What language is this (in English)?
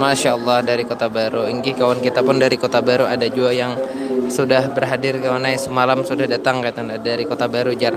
Banjar